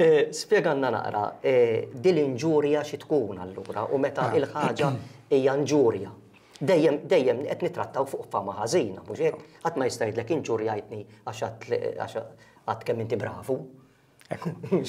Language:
Maltese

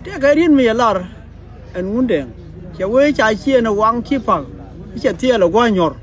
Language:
Nuer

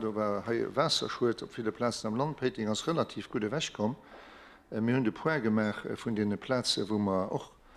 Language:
Luxembourgish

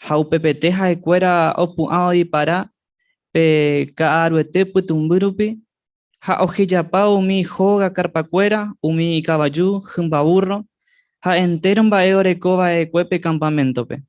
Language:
Guarani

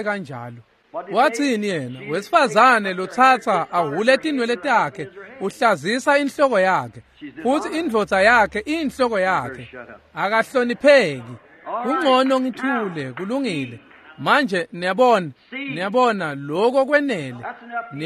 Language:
Swati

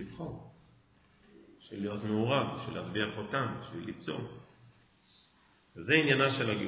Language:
Hebrew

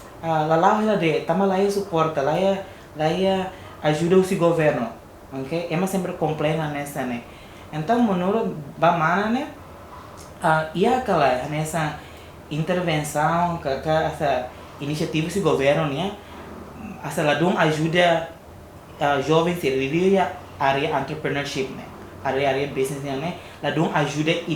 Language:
Tetum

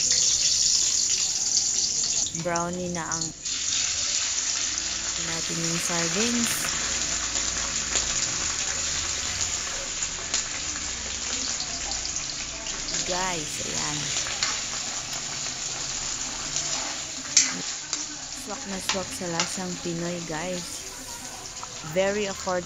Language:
Filipino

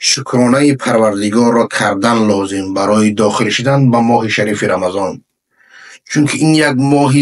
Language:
Persian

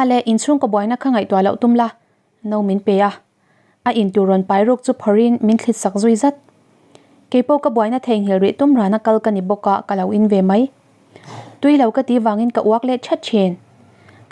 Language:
Mizo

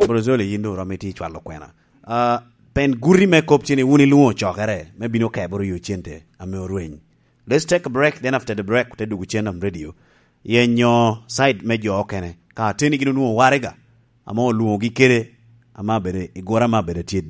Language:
Lango (Uganda)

